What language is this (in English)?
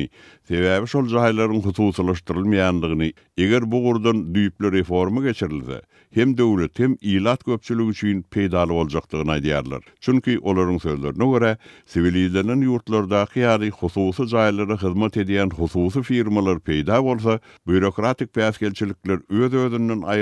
Turkmen